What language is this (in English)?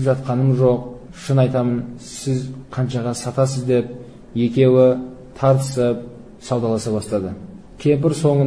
Kazakh